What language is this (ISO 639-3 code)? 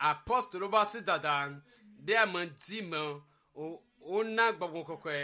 ewe